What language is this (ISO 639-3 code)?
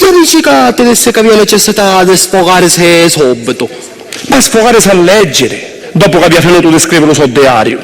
scn